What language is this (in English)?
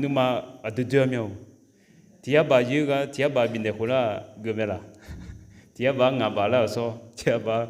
Akha